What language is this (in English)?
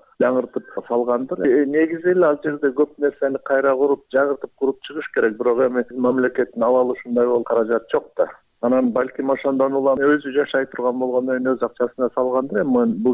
Kyrgyz